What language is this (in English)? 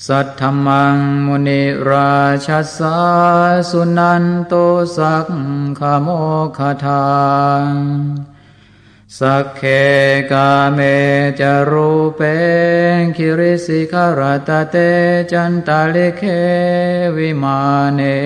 Pali